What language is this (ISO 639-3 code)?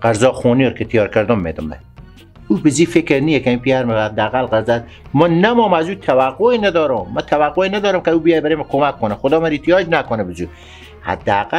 fas